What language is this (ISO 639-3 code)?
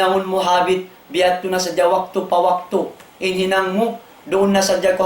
tsg